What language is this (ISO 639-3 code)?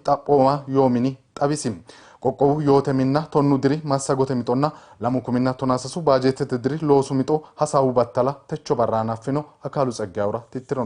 sid